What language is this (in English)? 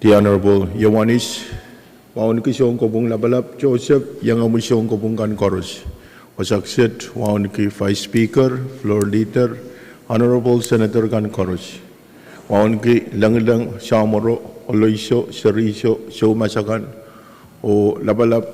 Pohnpeian